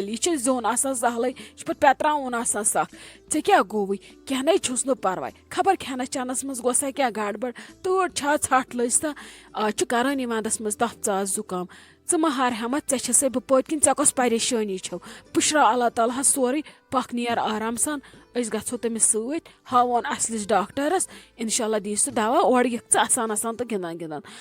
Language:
Kashmiri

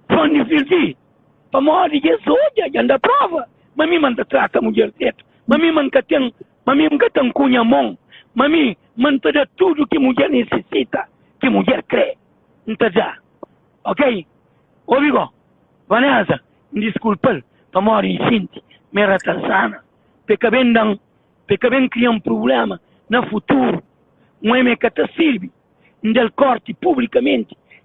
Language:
Kabuverdianu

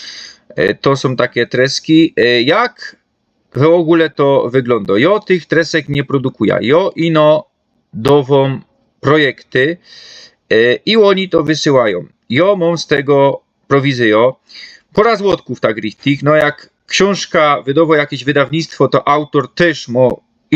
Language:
Silesian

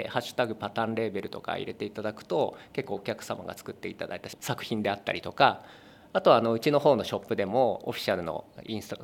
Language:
Japanese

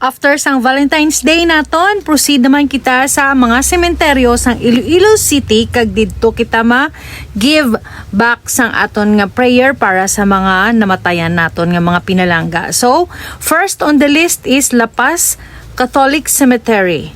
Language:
Hiligaynon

